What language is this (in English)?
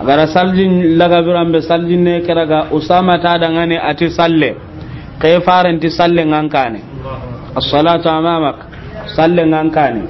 Soninke